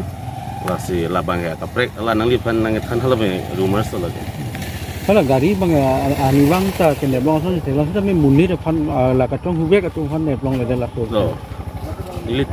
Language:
Karbi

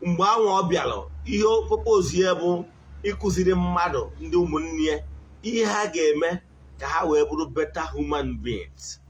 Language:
Igbo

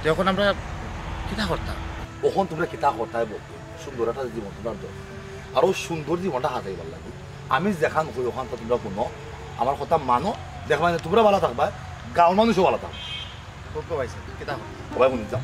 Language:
Sylheti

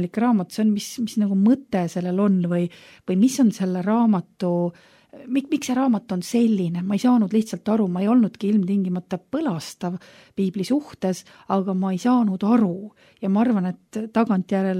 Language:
Estonian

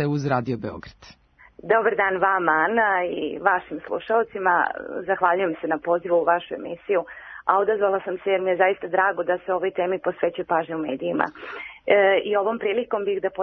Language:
Serbian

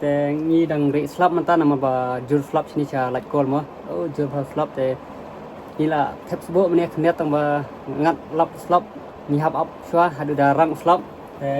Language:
Khasi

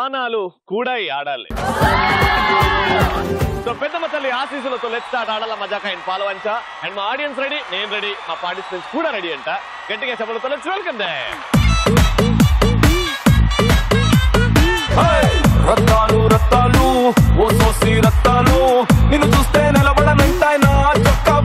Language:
Telugu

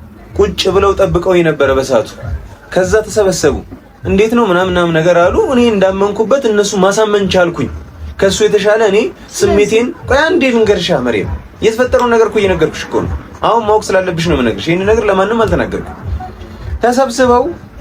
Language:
Amharic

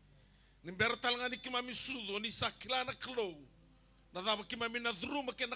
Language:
Fijian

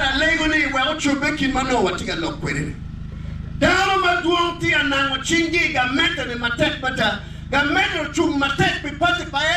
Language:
Acoli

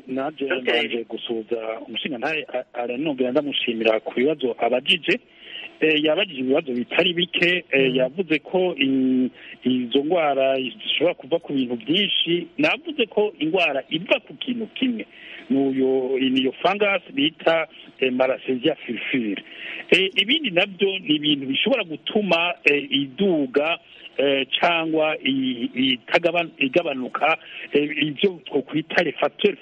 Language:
Kinyarwanda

